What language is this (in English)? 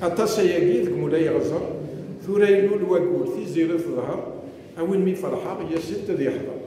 Kabyle